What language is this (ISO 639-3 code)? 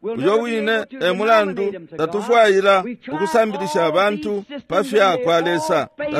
bem